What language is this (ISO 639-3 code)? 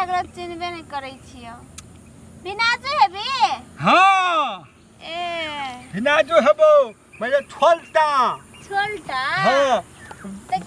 mai